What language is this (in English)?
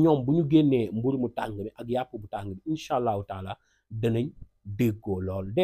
Wolof